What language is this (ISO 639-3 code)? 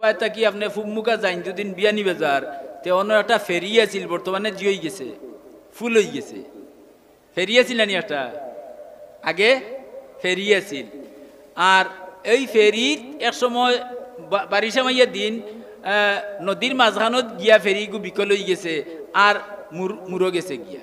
syl